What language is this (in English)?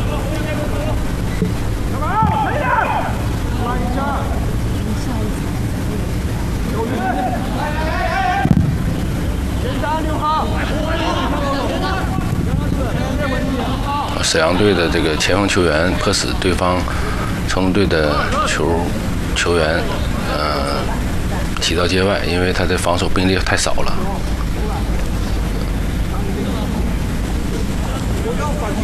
Chinese